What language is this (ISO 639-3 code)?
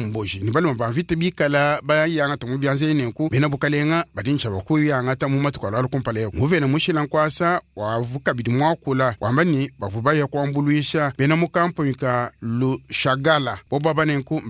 lua